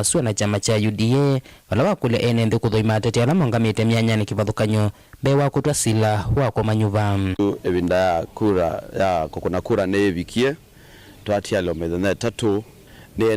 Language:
Kamba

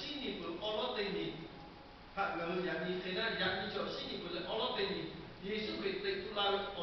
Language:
Lahu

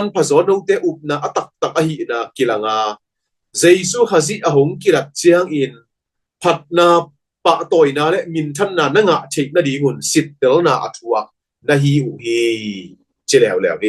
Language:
Tedim Chin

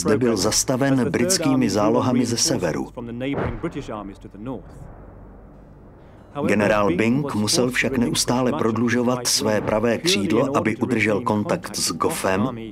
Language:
Czech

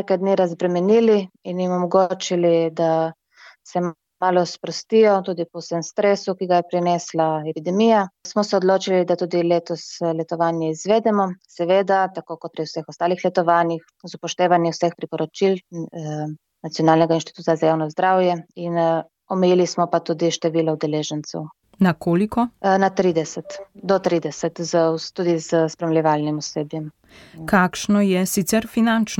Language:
Slovenian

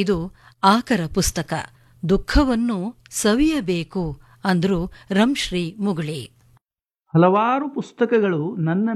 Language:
Kannada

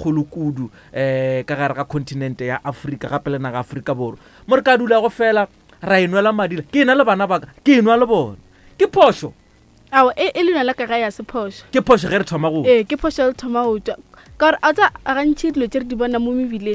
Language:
Northern Sotho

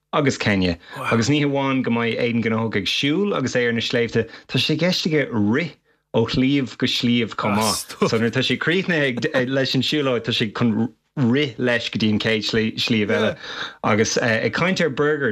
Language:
Irish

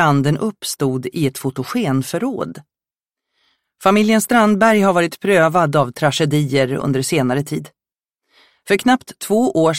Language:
Swedish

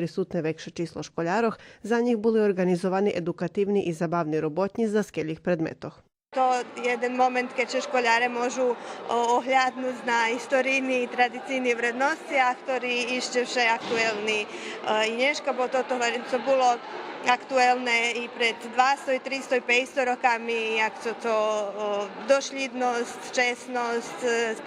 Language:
Rusyn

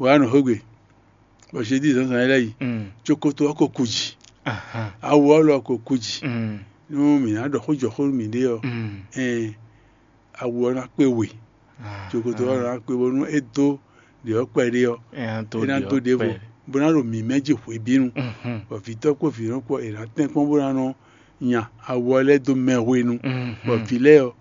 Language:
Fon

